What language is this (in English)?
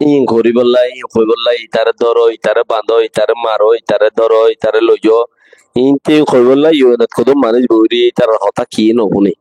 Rohingya